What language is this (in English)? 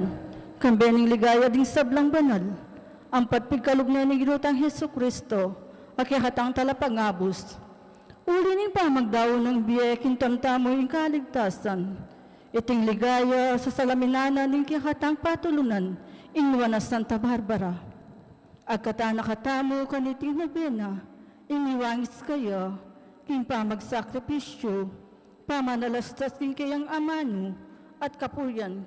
Pampanga